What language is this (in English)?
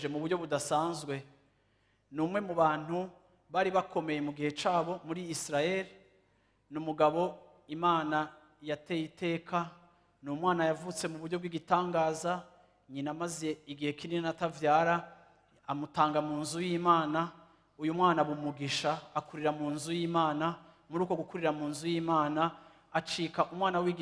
Rundi